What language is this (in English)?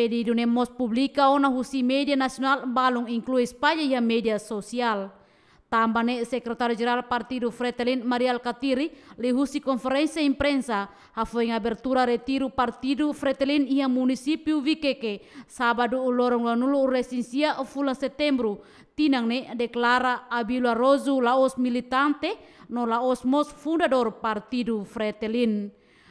Tetum